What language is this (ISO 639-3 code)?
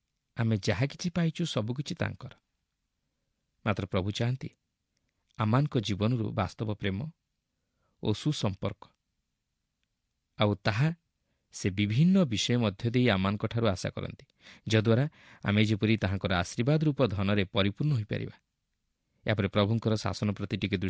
ori